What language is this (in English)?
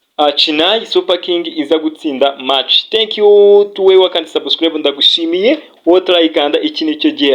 Kinyarwanda